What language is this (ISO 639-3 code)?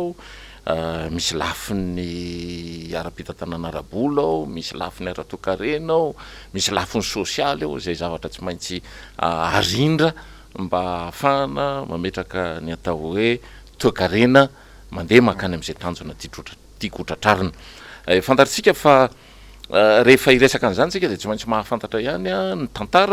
mlg